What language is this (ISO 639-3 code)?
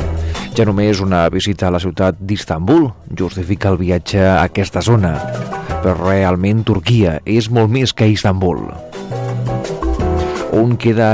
cat